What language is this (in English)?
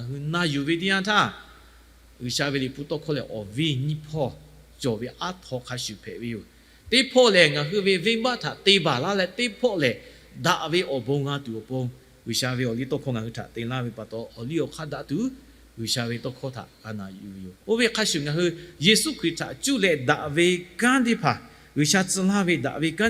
Lahu